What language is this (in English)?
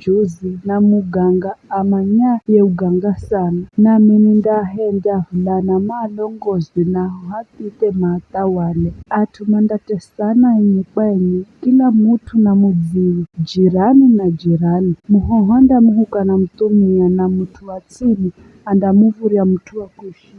Giryama